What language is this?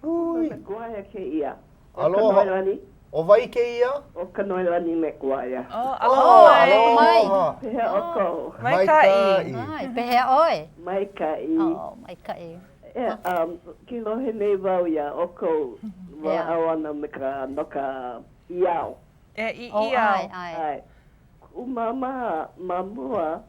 Hawaiian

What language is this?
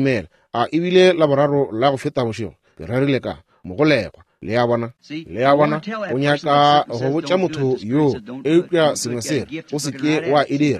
Northern Sotho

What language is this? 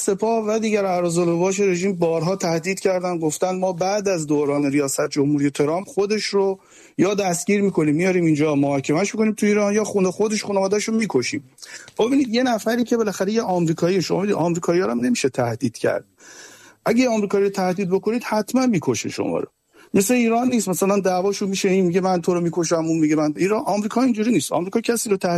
Persian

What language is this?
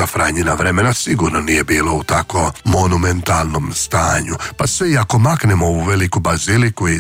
Croatian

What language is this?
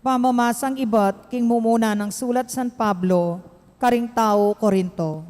Pampanga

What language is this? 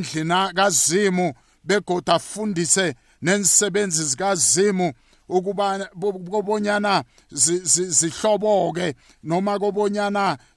South Ndebele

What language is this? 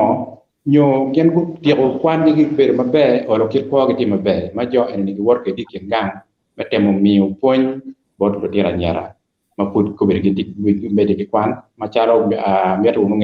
Acoli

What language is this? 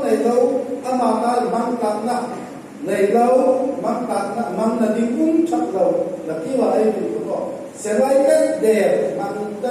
Hmar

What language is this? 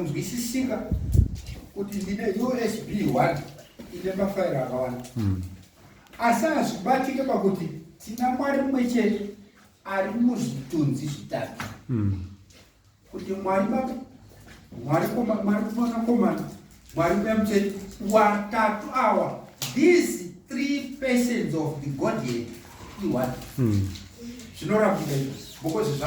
Shona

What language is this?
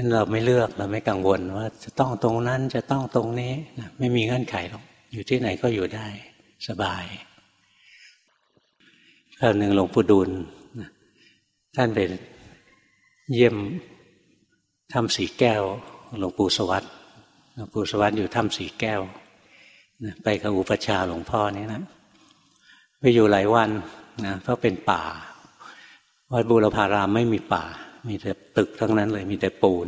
Thai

